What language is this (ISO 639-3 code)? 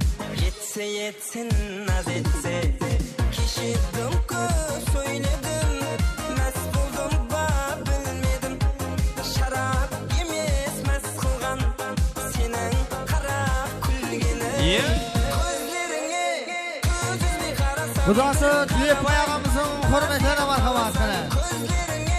kaa